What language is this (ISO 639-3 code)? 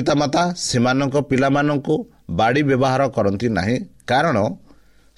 ori